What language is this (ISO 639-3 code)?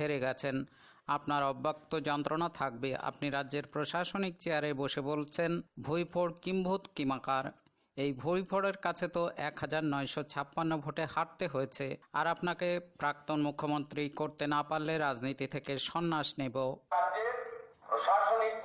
ben